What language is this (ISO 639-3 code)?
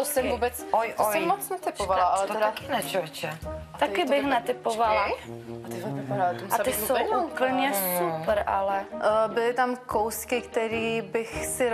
ces